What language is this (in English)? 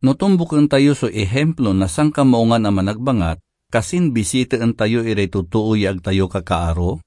Pangasinan